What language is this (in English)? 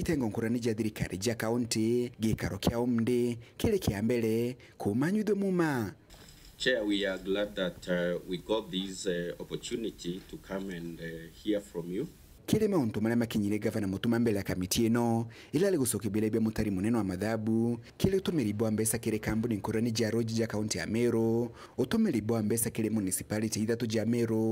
Meru